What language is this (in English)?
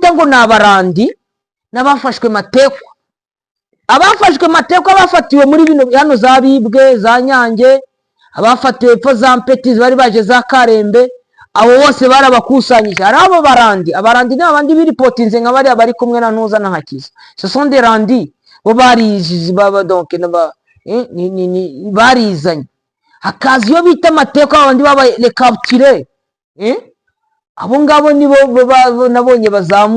Kinyarwanda